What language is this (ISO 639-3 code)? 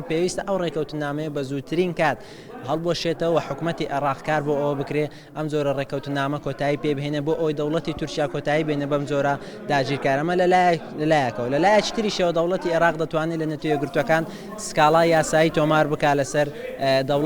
ckb